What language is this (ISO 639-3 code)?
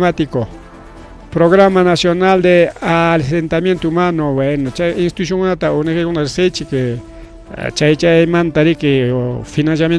quy